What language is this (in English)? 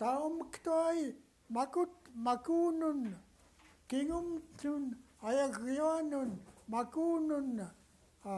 Central Yupik